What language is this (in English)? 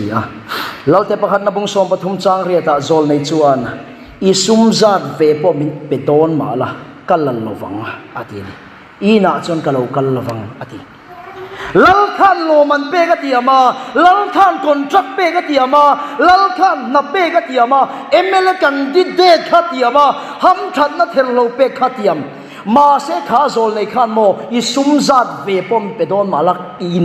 Mizo